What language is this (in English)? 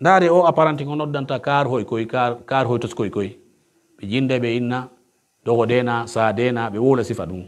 Pular